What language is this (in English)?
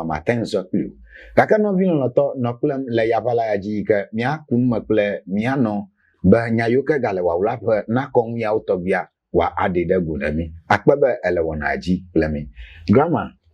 Ewe